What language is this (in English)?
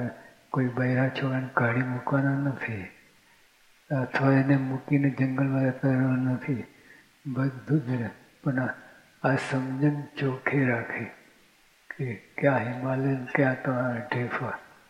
Gujarati